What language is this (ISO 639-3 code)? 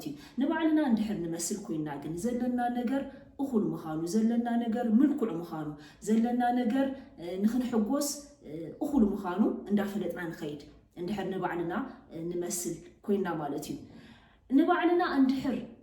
tir